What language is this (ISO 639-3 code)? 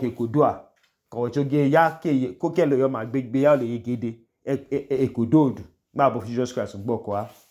idu